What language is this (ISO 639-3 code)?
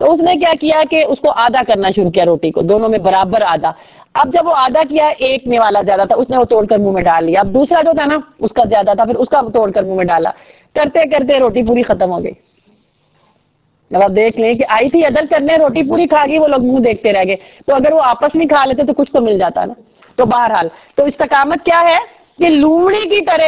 urd